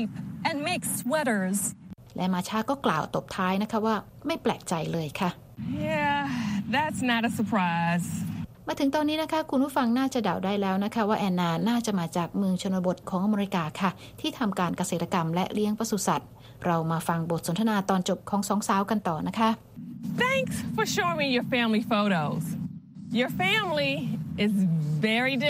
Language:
Thai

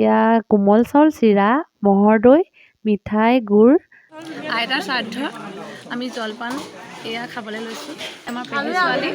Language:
Assamese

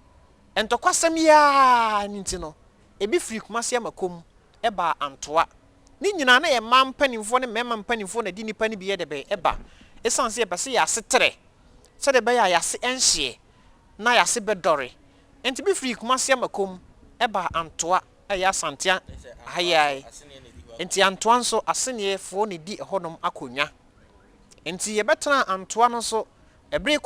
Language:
Akan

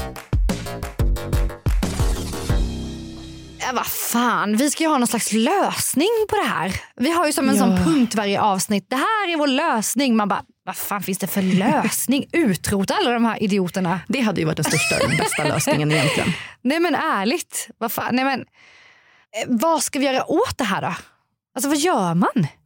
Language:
Swedish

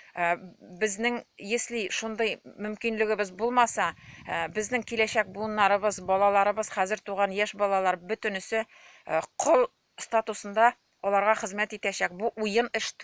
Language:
Tatar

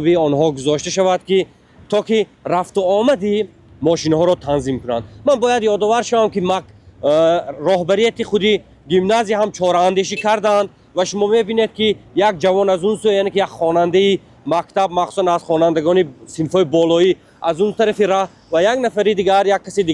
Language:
Tajik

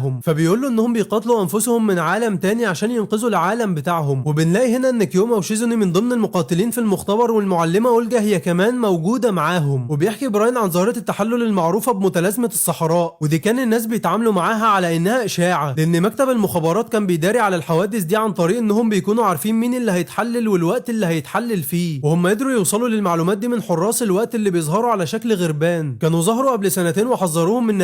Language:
Egyptian Arabic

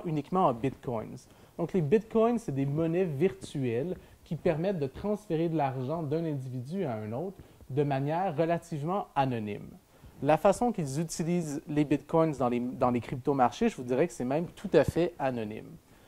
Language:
French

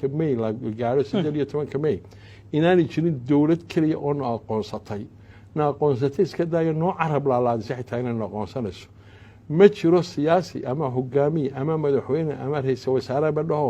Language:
Somali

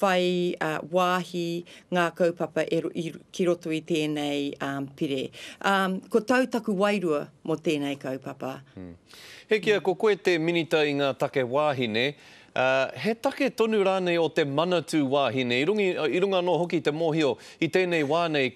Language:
Māori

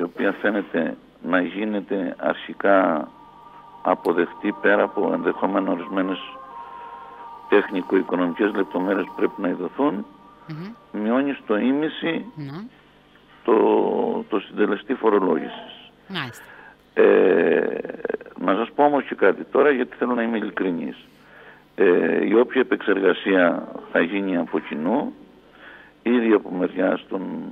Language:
Greek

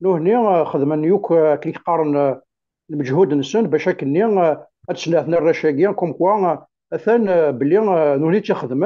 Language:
Kabyle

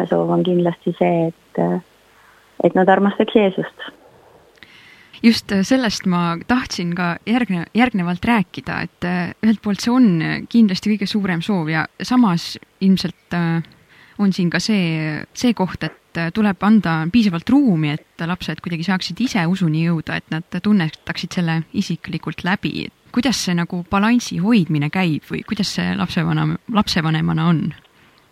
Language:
Estonian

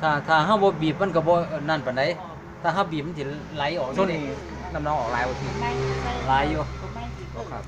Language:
Northeastern Thai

